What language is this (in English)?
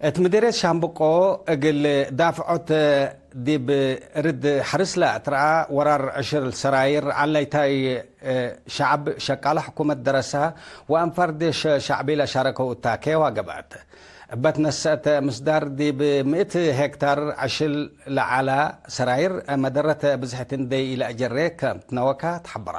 Tigre